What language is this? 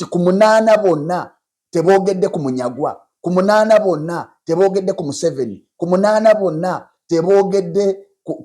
Ganda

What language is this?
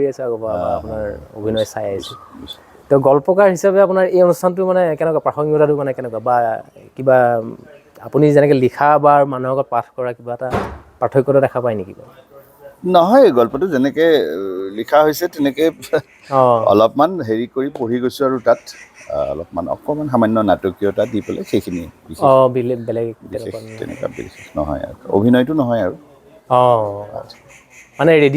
Assamese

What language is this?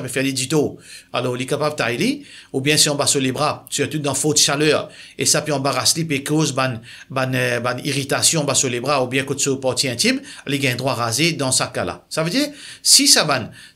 Morisyen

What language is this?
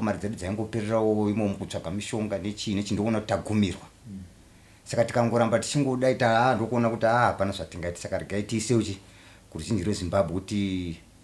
Shona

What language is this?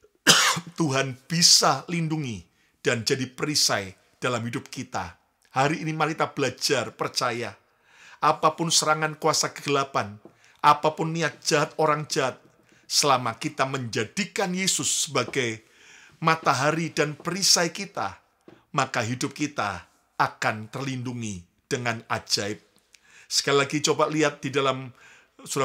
Indonesian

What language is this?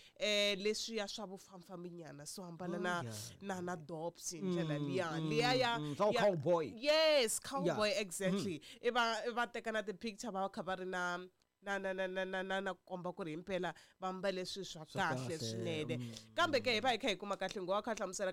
Tsonga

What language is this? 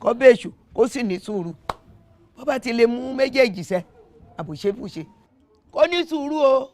Yoruba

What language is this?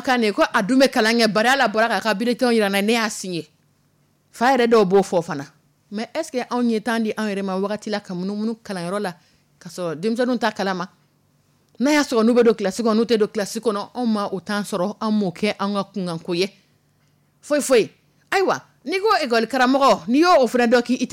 Dyula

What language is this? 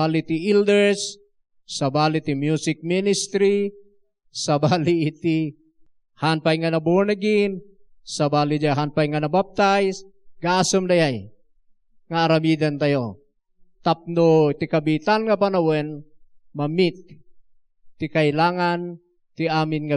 Iloko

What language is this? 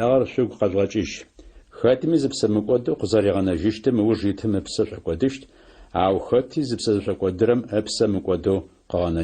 Adyghe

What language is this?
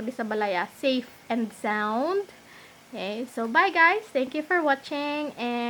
Hiligaynon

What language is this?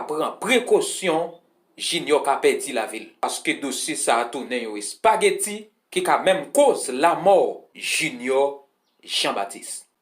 Haitian Creole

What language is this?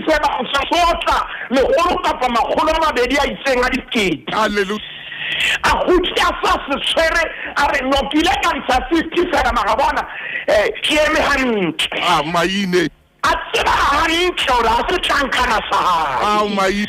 Southern Sotho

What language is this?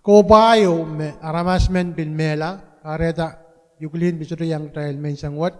Pohnpeian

